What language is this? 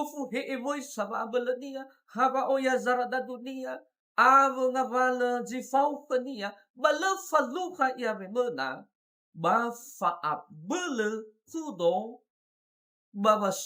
Nias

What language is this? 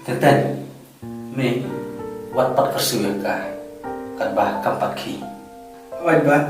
Khasi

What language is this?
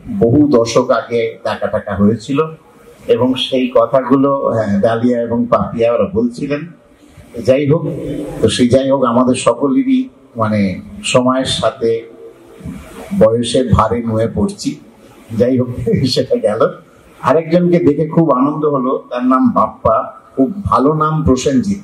Bangla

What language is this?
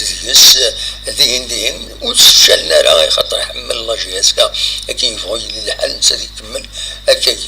Kabyle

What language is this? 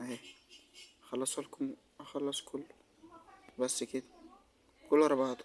Egyptian Arabic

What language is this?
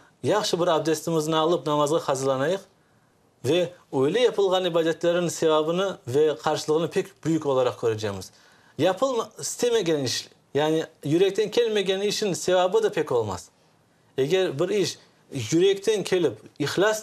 Crimean Tatar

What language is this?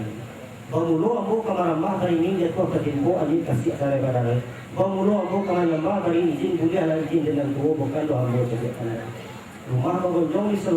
Minangkabau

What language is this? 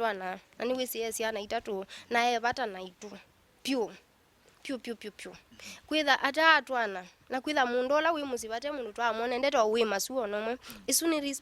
Kamba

